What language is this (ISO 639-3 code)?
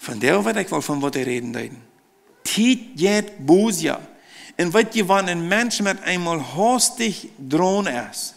pdt